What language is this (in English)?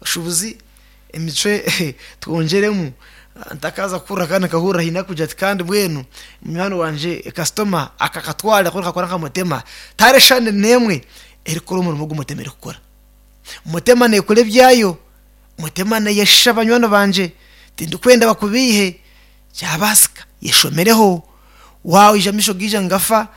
Nyankole